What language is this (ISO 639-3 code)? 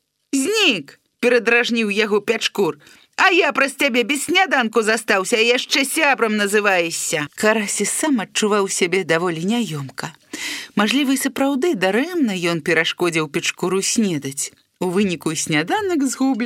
bel